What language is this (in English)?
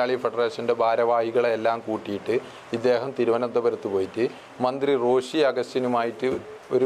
Malayalam